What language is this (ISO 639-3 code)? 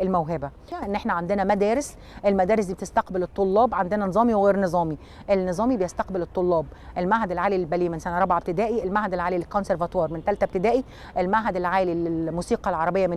arz